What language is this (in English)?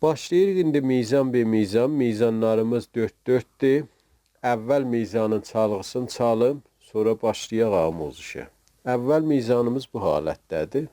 South Azerbaijani